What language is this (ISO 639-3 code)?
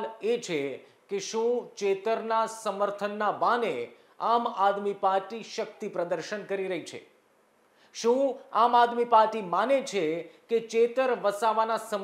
guj